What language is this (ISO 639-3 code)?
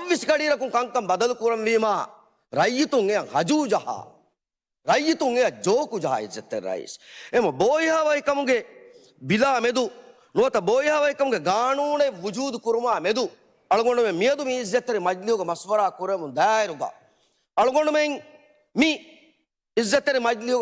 div